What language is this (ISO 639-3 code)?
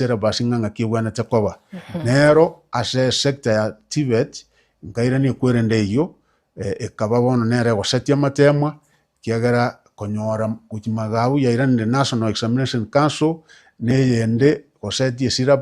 guz